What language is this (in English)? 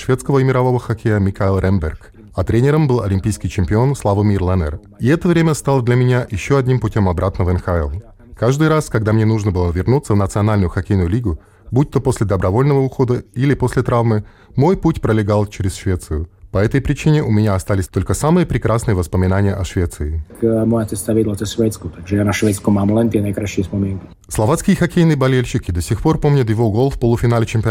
Russian